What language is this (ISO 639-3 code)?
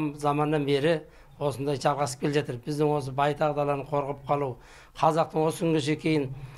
kaz